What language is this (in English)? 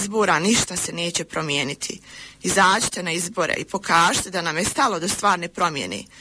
Bosnian